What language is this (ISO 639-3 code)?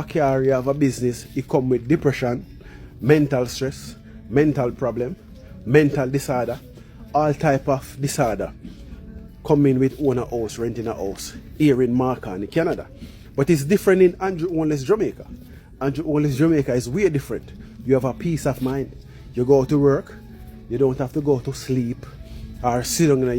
jam